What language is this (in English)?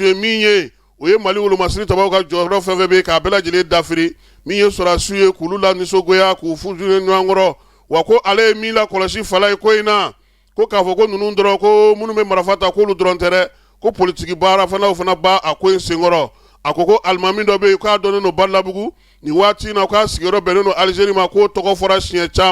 Bambara